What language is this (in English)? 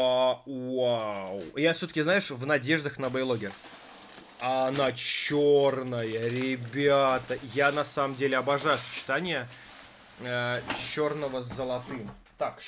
Russian